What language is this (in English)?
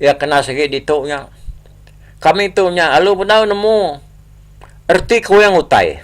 Iban